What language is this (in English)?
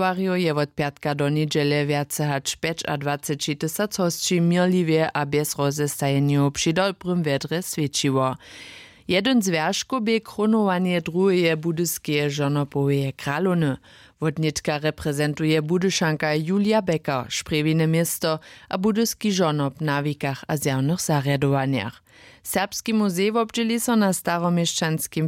Upper Sorbian